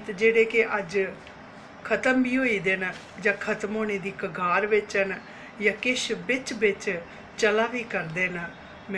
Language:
Dogri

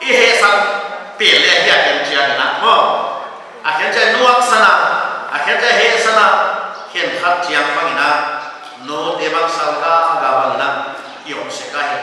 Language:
Paite Chin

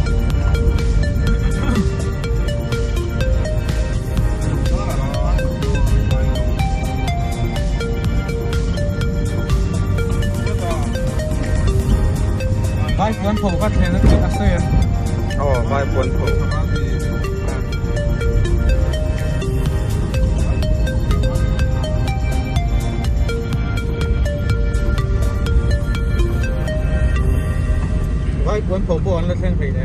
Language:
Vietnamese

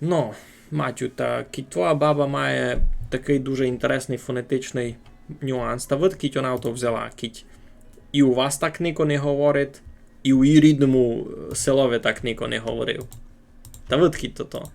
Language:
Rusyn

